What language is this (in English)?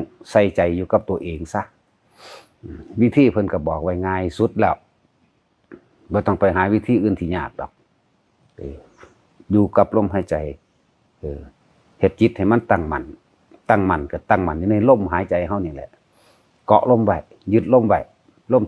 Lao